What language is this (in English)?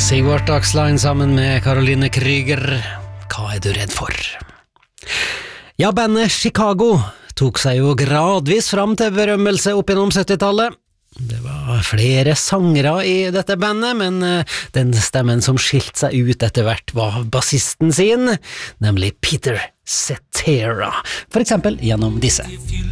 Norwegian